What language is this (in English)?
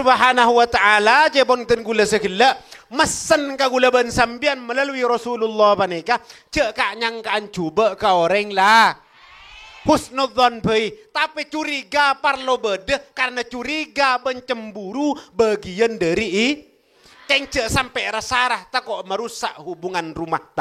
Madurese